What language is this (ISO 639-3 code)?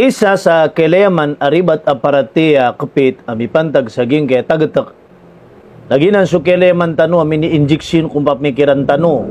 mrw